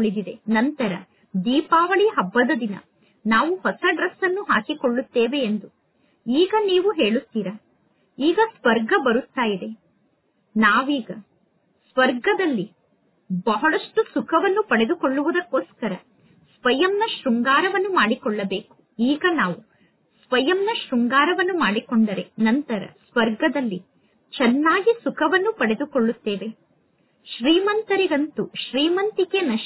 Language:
Kannada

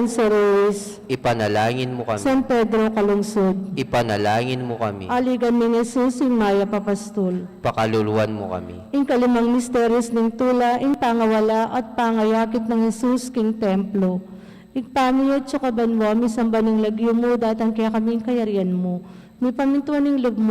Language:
Pampanga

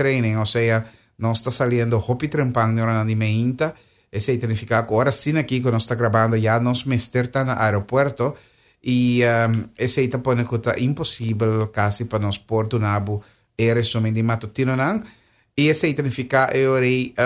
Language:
Papiamento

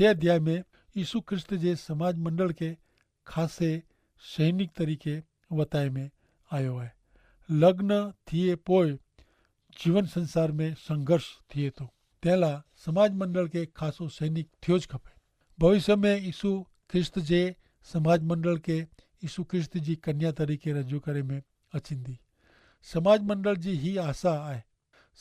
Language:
Kachhi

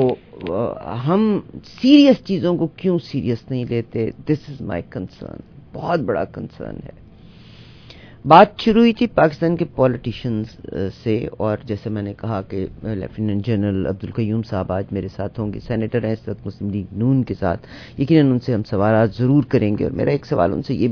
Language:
Urdu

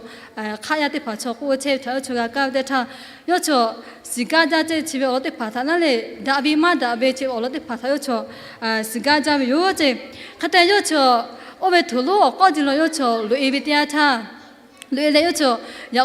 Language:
Lahu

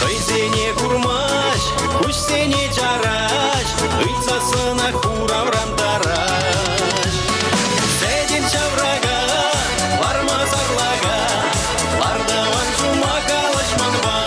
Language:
Chuvash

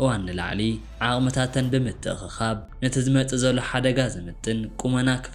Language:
Tigrinya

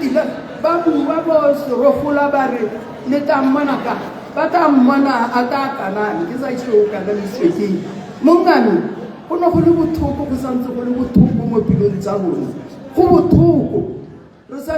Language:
Tswana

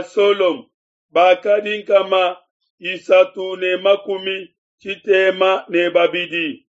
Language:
Luba-Lulua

